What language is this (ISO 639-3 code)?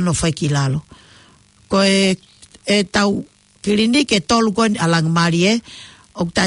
ton